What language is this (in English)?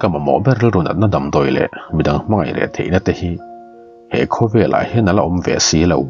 Mizo